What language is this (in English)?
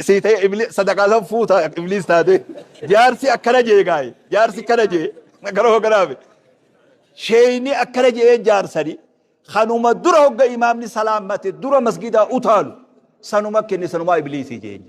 Oromo